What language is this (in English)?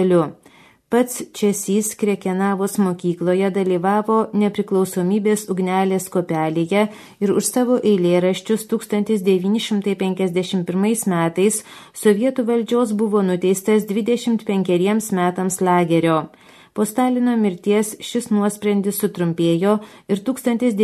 Lithuanian